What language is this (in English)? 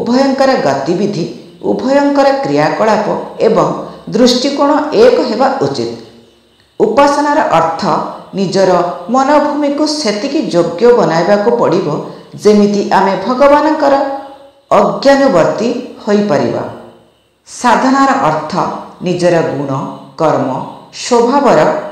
Odia